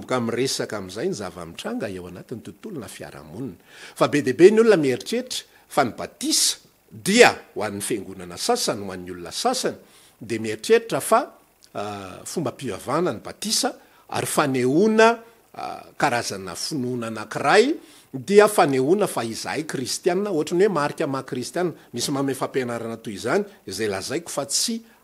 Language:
Malagasy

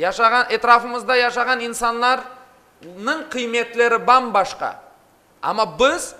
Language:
Crimean Tatar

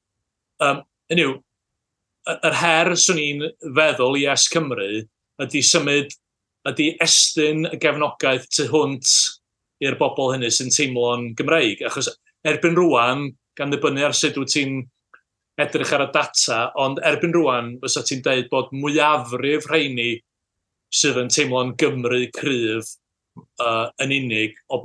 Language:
Welsh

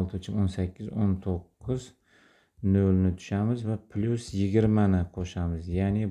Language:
Uzbek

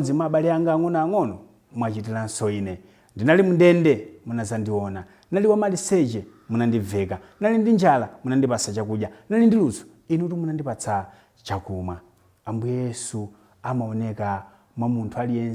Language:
Nyanja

